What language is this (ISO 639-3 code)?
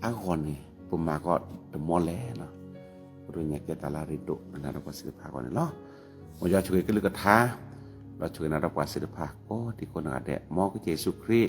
ksw